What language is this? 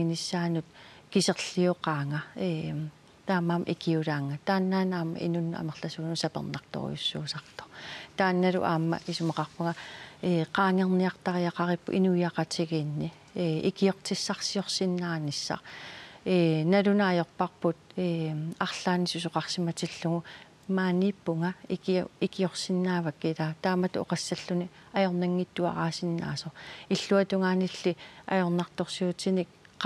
Kalaallisut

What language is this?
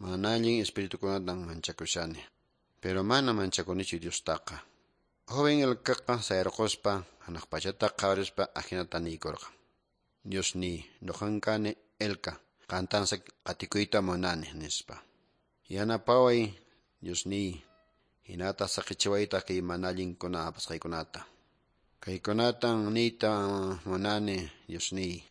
Quechua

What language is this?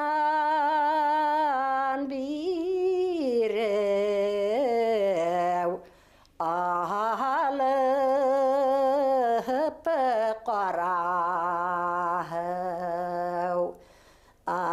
Bashkir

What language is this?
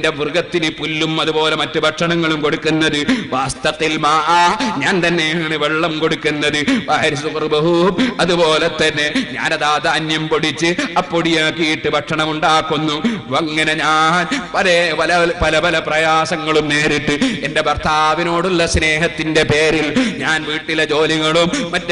Malayalam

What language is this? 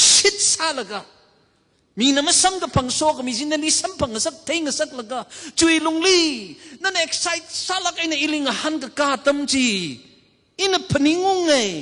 Tangkhul Naga (India)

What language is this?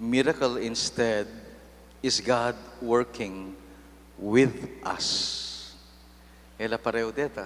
Pampanga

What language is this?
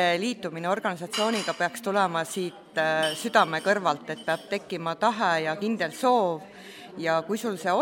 Estonian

